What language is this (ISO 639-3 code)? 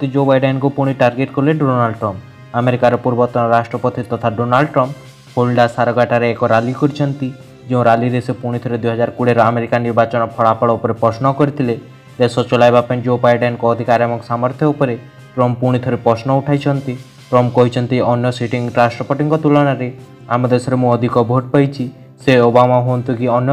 ori